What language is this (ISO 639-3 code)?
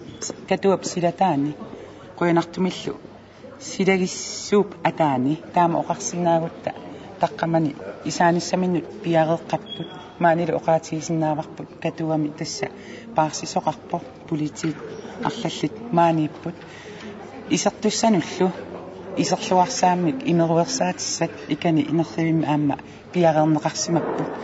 kal